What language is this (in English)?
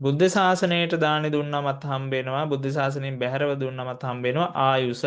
Sinhala